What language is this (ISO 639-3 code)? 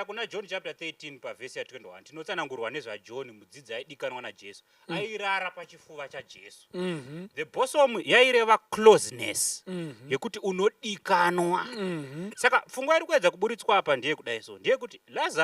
sna